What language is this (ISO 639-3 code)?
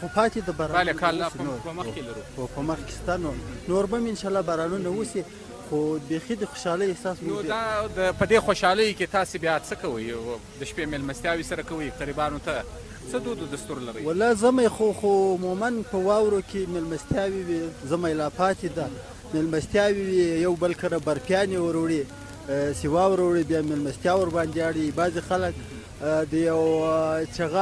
pus